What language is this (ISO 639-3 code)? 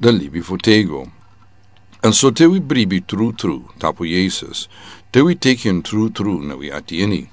srn